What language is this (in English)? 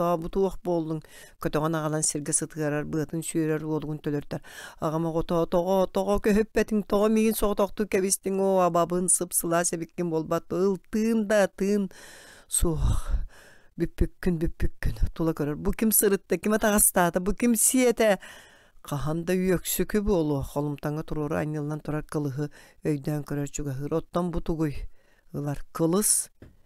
Yakut